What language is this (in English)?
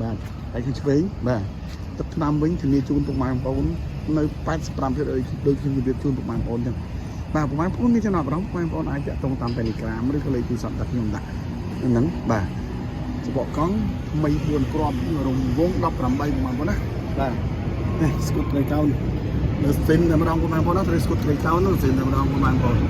Khmer